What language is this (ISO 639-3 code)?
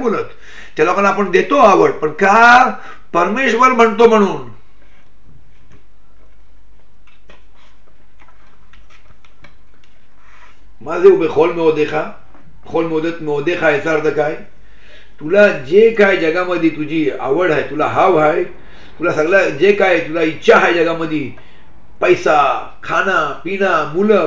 mar